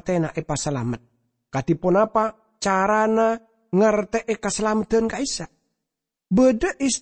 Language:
Madurese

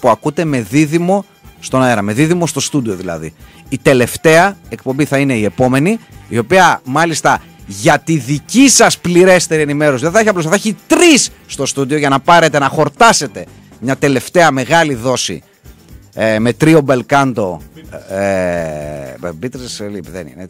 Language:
Greek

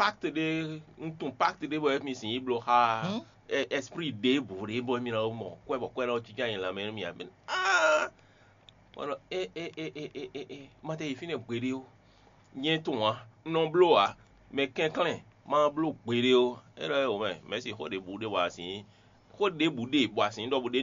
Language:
Fon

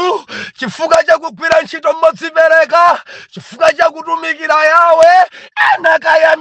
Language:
Nyanja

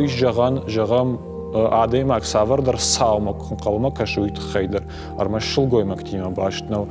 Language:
Ossetic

